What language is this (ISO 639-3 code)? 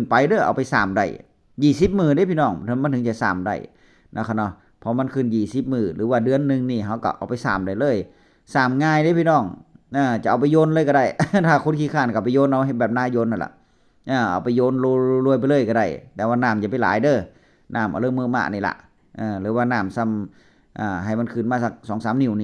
tts